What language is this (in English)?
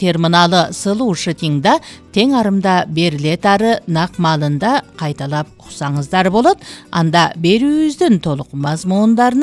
Kyrgyz